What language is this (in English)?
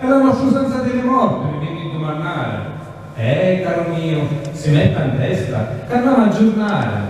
Sicilian